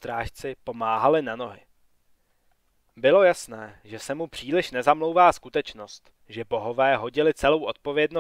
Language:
Czech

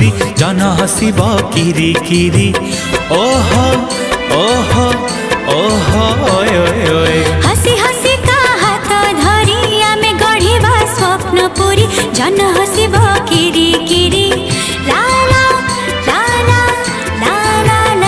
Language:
Odia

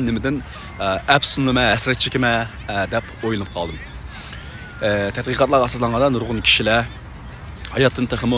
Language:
Uyghur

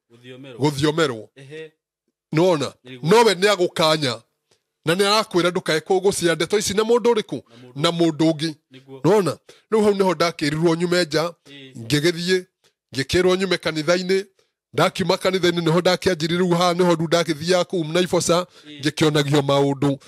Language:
Kikuyu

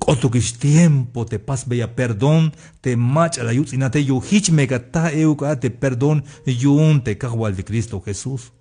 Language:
Tzeltal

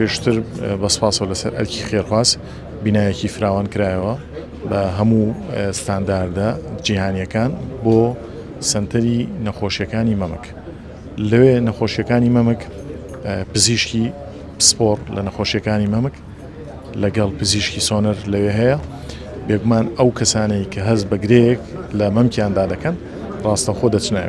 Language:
Central Kurdish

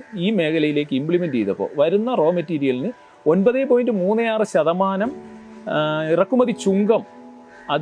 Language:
Malayalam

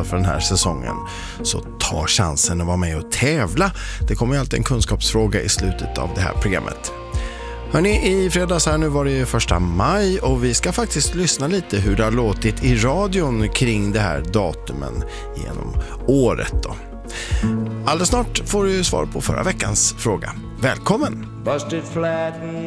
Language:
Swedish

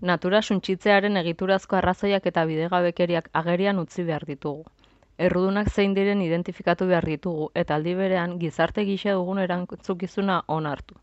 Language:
Basque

